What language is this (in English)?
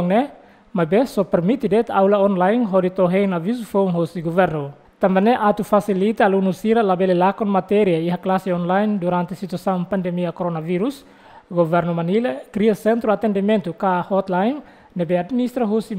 Tetum